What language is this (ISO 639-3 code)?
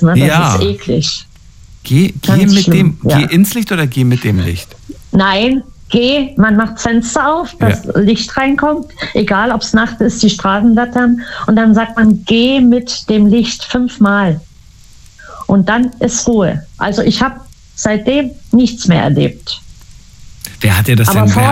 deu